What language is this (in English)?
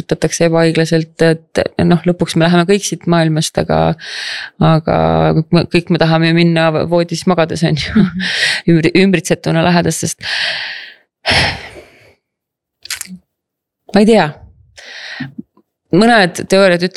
Estonian